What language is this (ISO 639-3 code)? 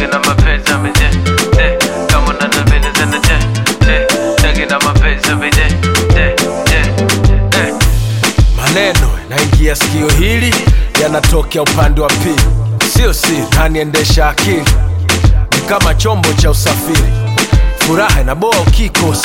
swa